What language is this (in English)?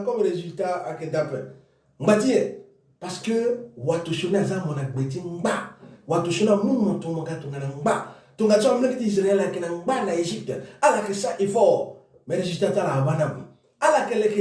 Sango